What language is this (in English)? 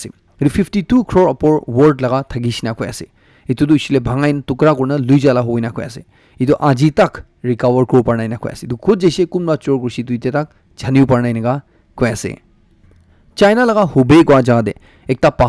Naga Pidgin